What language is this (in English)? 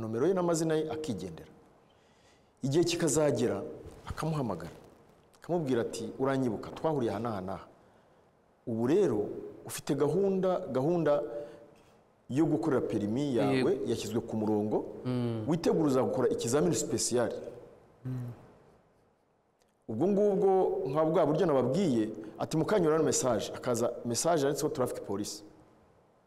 Kinyarwanda